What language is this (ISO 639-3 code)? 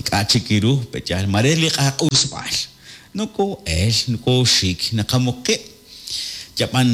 kek